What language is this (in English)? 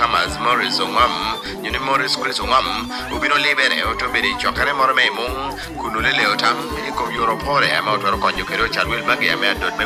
Lango (Uganda)